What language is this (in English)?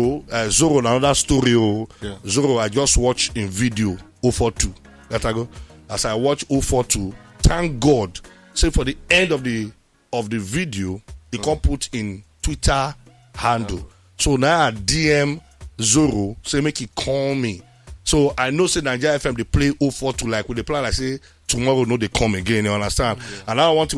Nigerian Pidgin